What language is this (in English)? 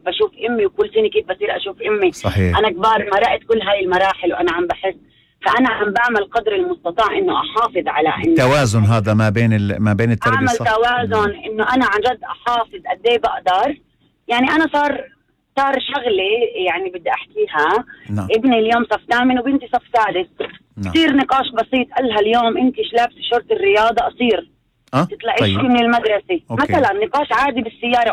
North Levantine Arabic